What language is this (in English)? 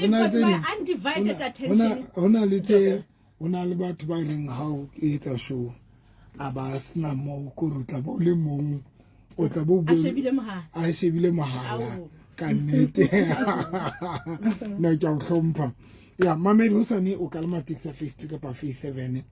Southern Sotho